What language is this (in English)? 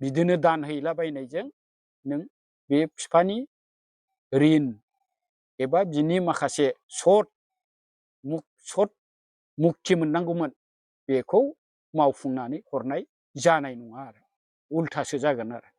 Bodo